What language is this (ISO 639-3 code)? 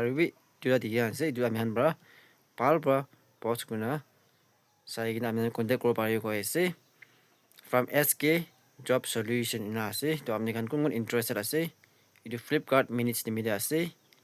nag